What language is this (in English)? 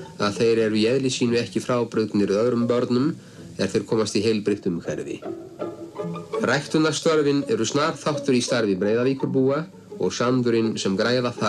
Icelandic